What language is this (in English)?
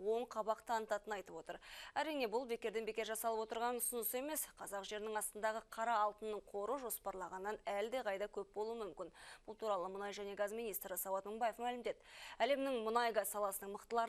Kazakh